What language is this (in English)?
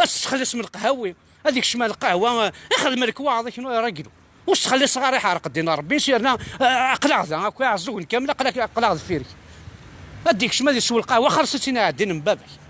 Kabyle